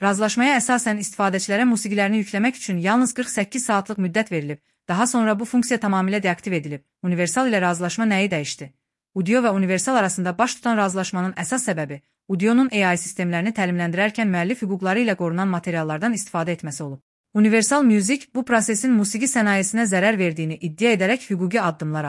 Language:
Azerbaijani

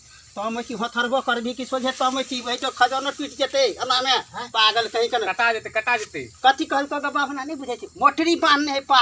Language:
Maithili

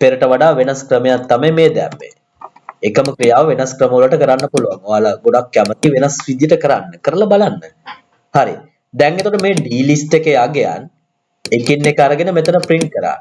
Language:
Sinhala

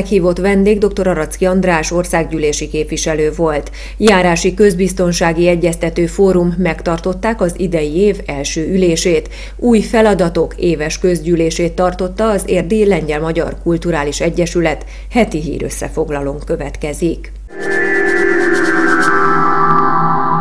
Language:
Hungarian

